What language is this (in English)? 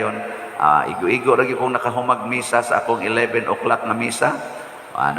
Cebuano